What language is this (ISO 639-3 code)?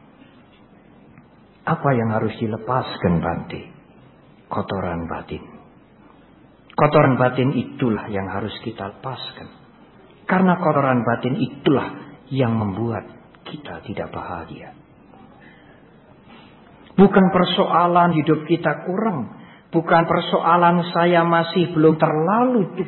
ind